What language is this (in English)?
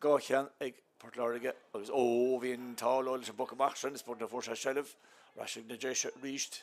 Irish